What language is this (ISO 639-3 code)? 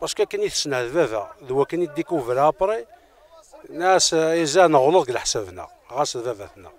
kab